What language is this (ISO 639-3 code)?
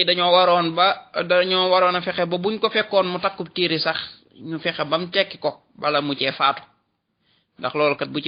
wol